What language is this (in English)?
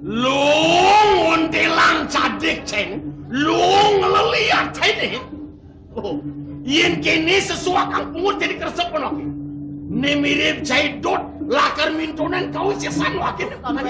Balinese